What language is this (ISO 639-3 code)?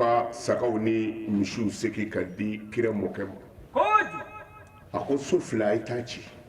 bam